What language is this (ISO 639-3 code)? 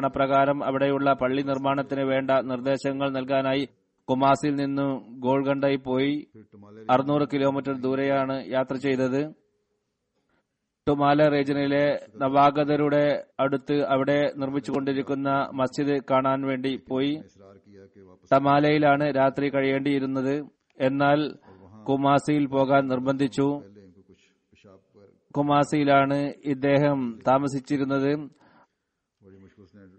mal